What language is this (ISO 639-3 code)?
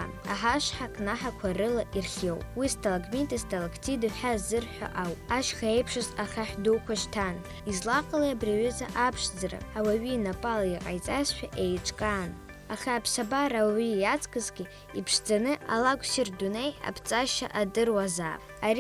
abk